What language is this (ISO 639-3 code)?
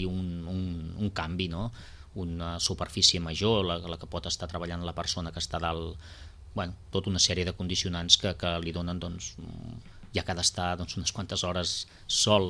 cat